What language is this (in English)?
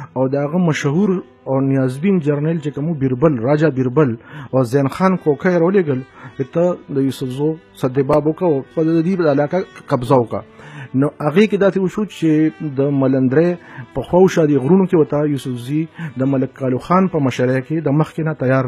Pashto